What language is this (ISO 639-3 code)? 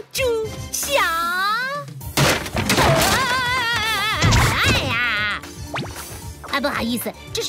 zho